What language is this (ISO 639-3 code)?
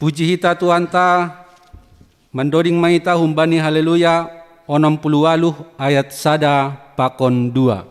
bts